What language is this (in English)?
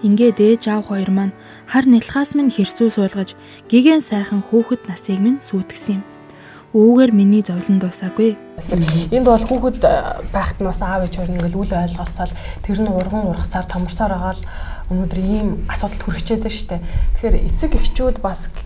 Mongolian